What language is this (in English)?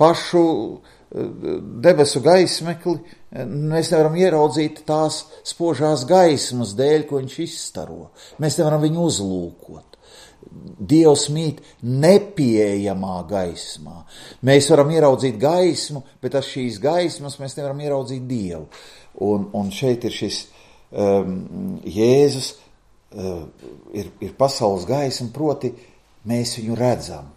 Latvian